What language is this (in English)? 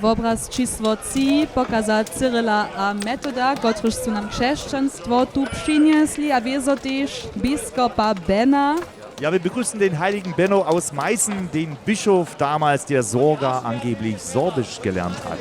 Upper Sorbian